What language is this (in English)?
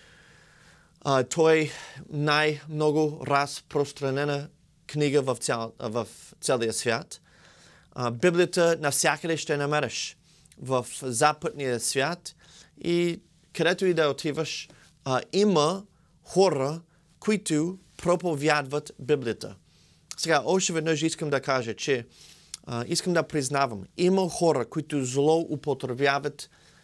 Bulgarian